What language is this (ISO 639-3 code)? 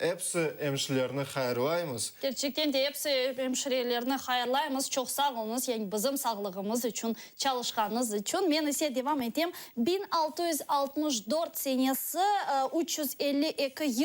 crh